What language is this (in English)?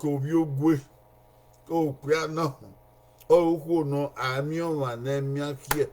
Bini